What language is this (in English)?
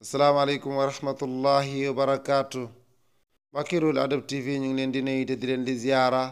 Wolof